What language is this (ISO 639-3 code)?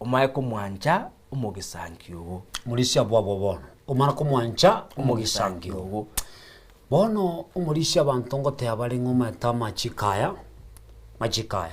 guz